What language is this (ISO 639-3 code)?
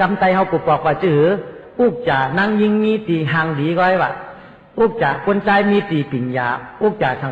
shn